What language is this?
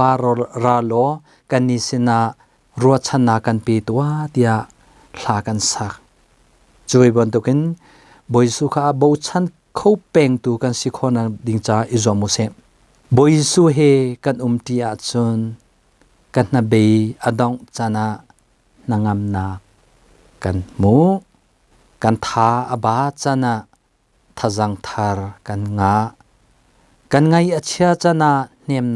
Hakha Chin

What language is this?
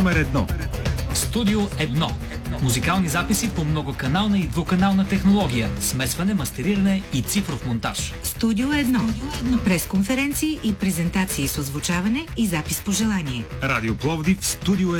Bulgarian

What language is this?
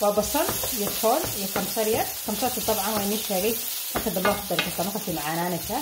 Somali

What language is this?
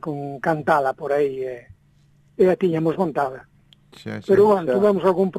Galician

